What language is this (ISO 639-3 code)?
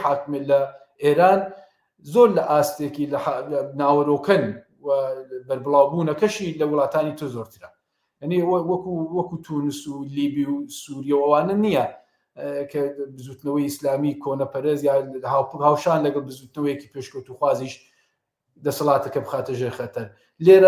ckb